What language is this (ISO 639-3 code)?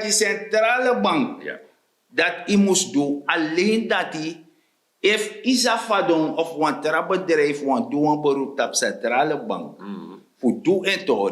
srn